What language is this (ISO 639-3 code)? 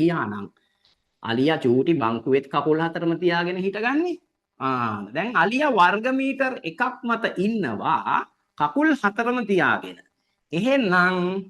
sin